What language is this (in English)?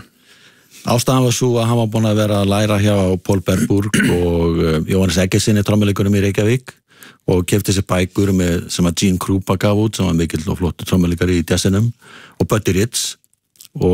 Icelandic